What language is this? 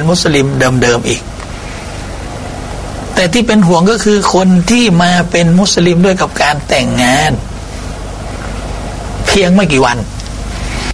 Thai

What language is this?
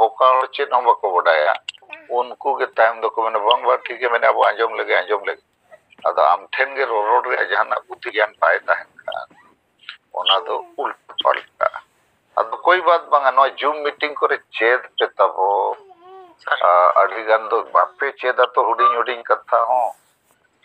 Santali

